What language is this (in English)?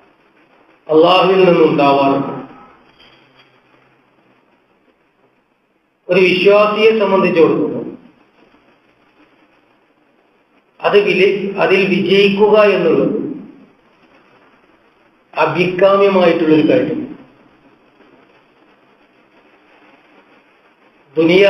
Malayalam